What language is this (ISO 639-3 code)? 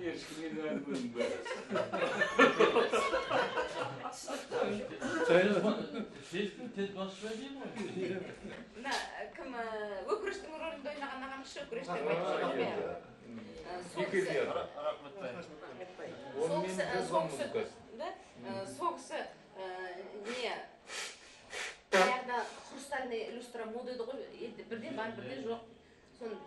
kaz